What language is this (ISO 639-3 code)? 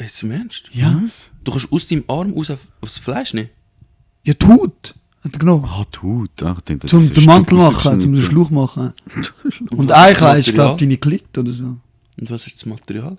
gsw